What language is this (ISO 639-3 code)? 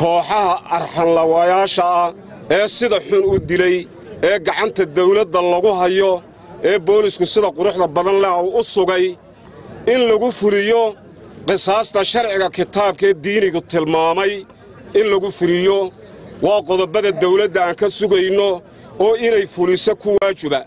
som